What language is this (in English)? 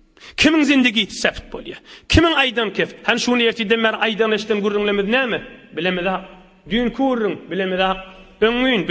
Turkmen